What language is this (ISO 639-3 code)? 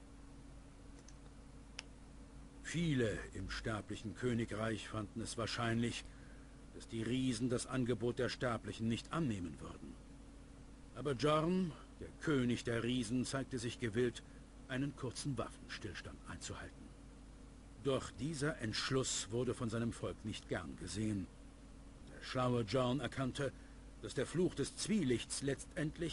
deu